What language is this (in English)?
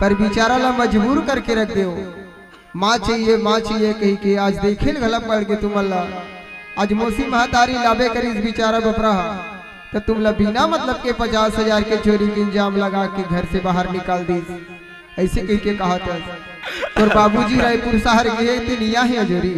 Chhattisgarhi